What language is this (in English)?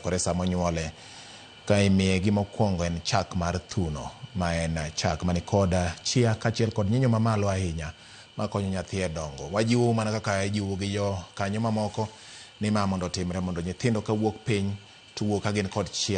Luo (Kenya and Tanzania)